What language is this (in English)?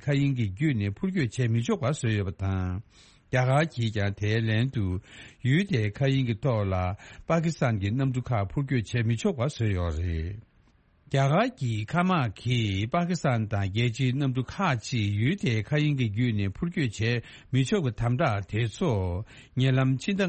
Tibetan